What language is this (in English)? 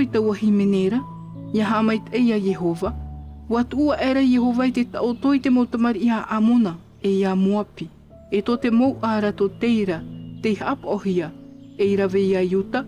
Tahitian